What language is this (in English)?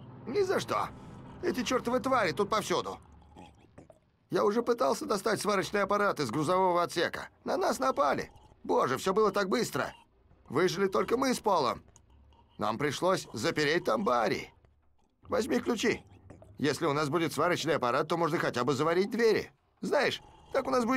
Russian